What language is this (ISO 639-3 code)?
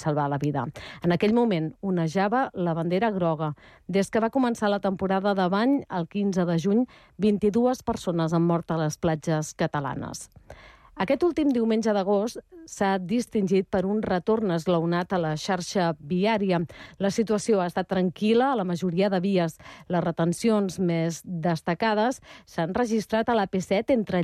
cat